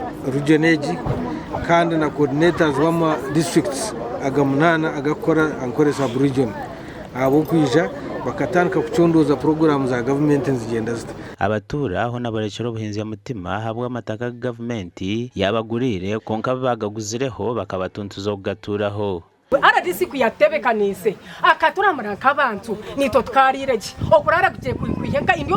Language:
Nyankole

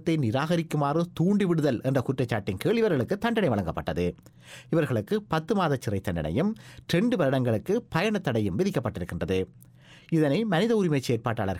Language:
Tamil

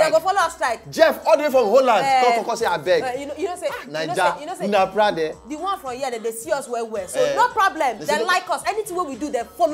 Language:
Nigerian Pidgin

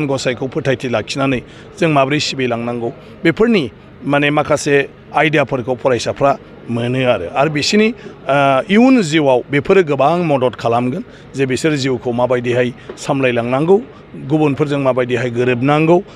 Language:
Bodo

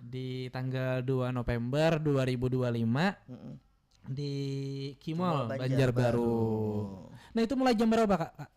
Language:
Banjar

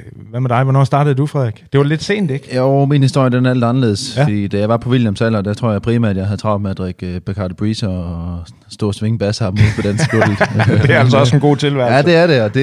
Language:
Danish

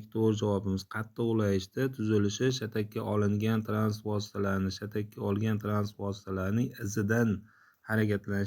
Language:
Uzbek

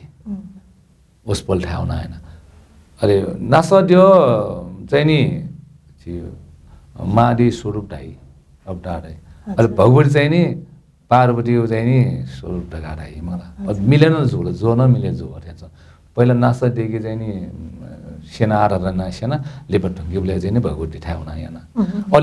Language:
Newari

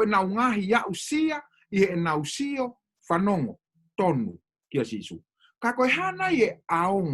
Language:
Tongan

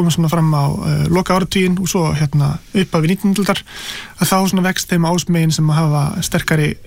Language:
Icelandic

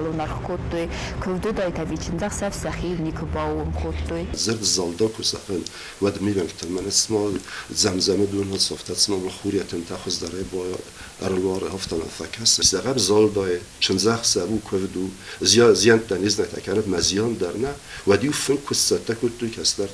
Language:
Ossetic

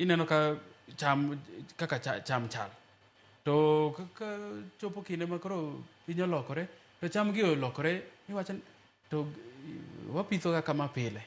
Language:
Luo (Kenya and Tanzania)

